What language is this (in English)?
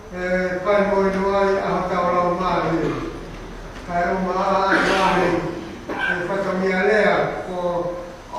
Tongan